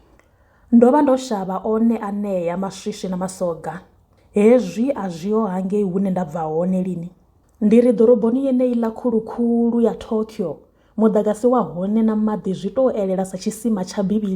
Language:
Venda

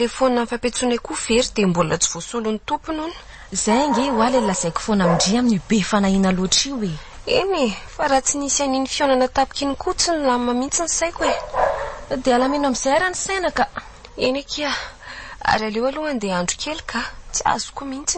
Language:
Malagasy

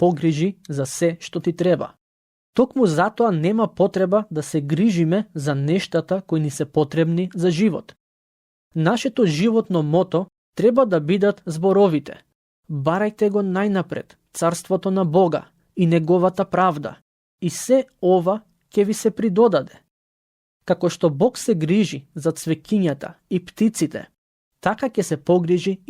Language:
Macedonian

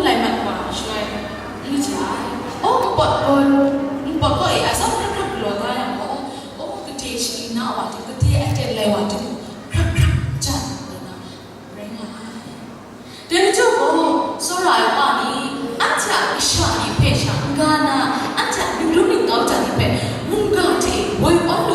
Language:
Kachin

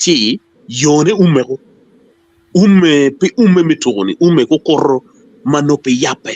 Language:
Acoli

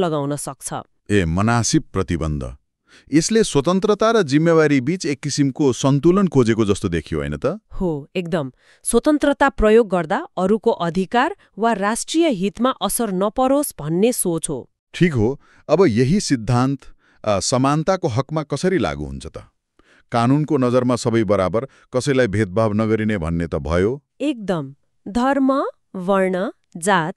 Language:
Nepali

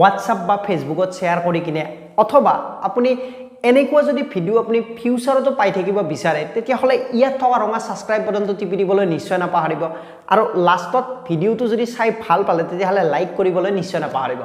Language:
Assamese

